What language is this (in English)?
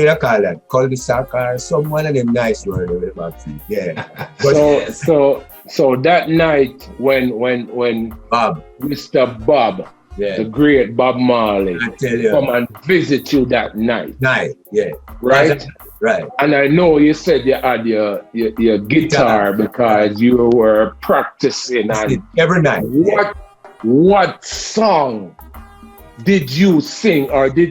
Jamaican Creole English